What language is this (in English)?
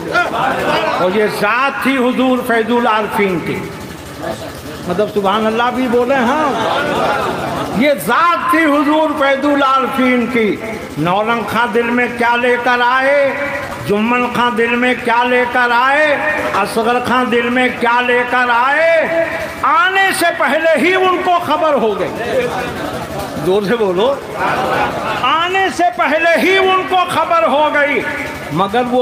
Urdu